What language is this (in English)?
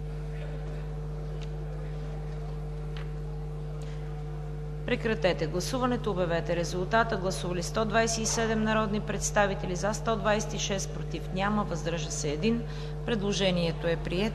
Bulgarian